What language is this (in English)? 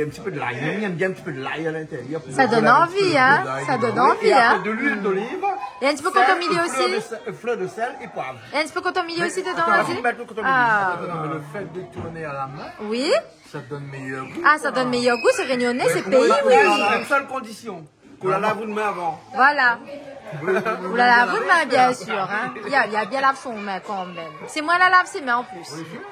Réunion Creole French